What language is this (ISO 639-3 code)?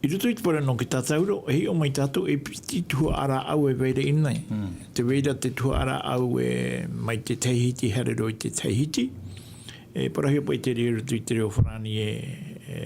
tah